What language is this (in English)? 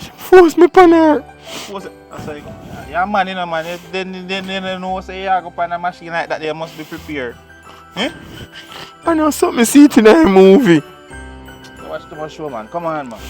Jamaican Creole English